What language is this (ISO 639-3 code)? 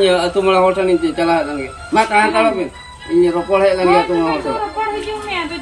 sat